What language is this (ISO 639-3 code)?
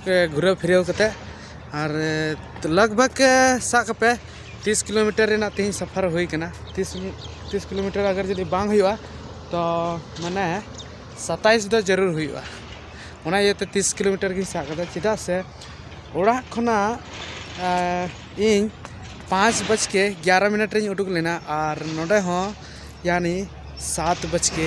sat